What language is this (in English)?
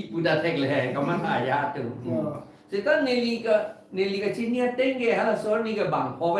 Karbi